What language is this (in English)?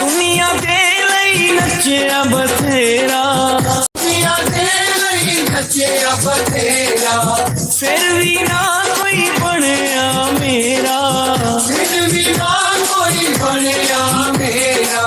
Dogri